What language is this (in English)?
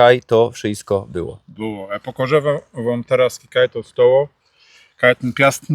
Silesian